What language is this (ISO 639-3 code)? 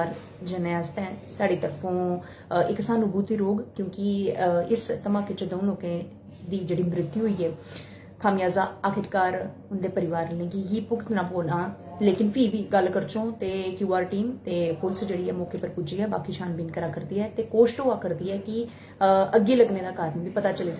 doi